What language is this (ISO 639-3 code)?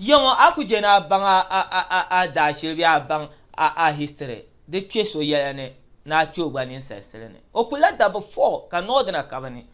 dag